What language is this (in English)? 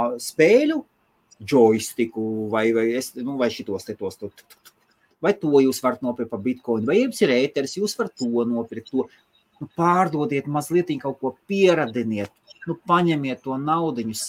Latvian